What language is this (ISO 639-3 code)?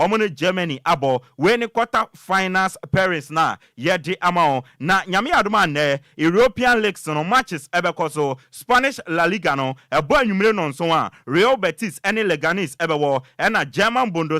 aka